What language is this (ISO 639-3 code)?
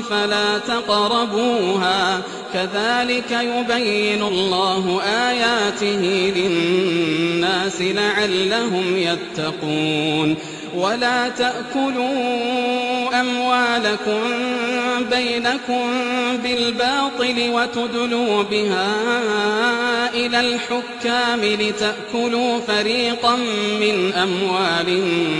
ara